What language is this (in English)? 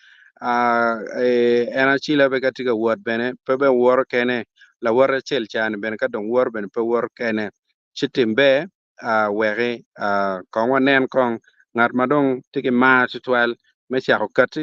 Acoli